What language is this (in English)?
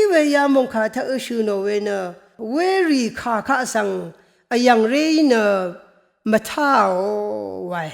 Rawang